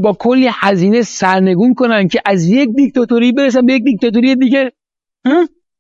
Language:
Persian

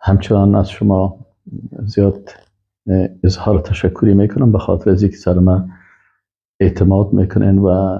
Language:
Persian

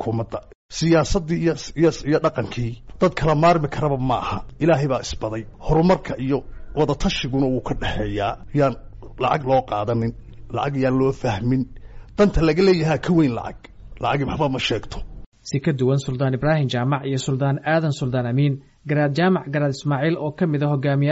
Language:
Somali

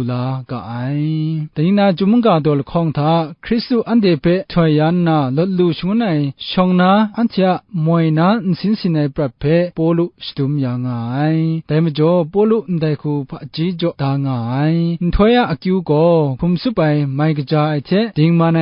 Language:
Kachin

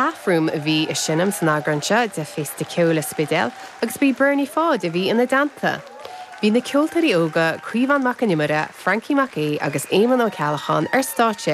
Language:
Irish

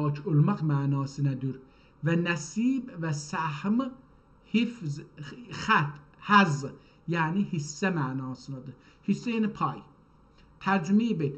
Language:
South Azerbaijani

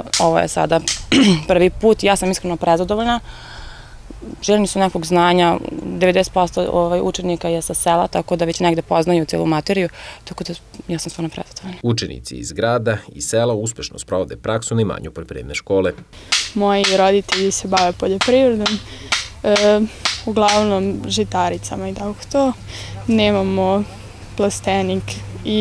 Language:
Serbian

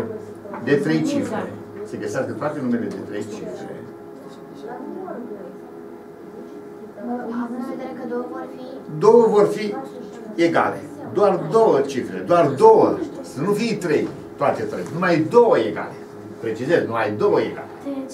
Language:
Romanian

